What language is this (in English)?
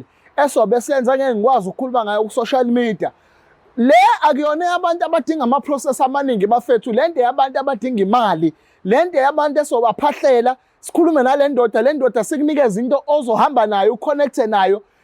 Zulu